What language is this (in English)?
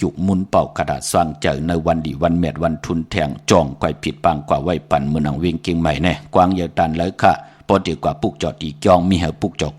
Shan